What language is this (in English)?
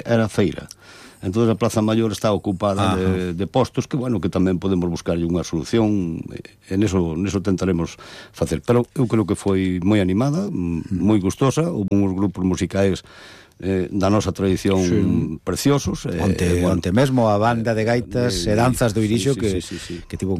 Galician